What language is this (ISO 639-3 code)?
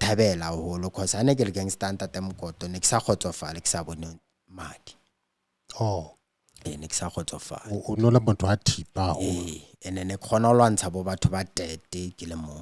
sot